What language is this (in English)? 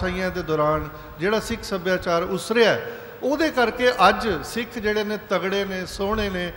Punjabi